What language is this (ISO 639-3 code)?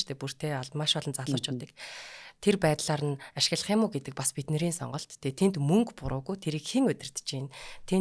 mon